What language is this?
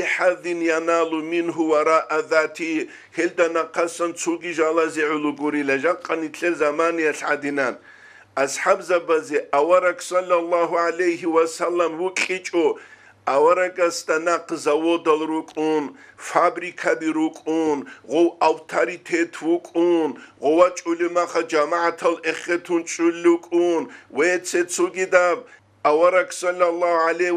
Avaric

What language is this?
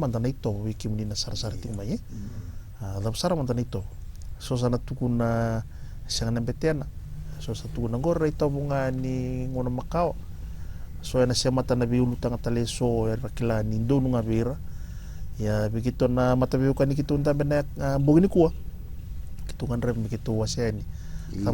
Fijian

